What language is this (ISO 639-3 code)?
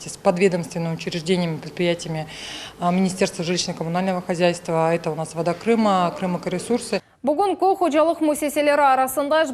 crh